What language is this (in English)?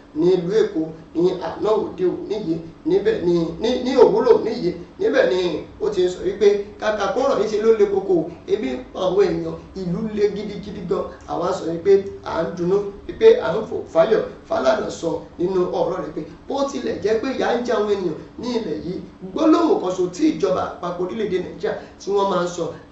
Yoruba